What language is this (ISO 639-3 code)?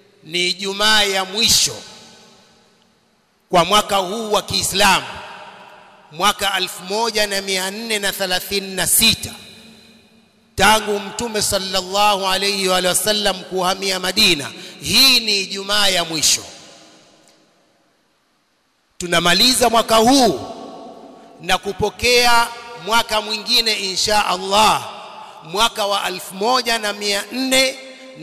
swa